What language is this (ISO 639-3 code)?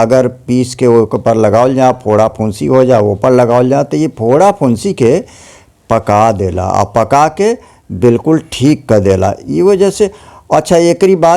bho